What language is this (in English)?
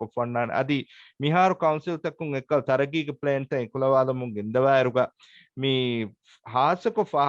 Divehi